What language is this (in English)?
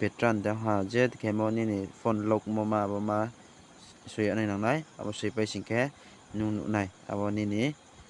Riang (India)